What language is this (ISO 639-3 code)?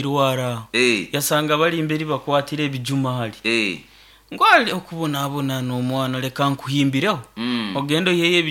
nyo